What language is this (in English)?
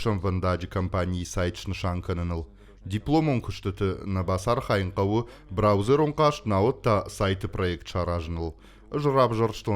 Ossetic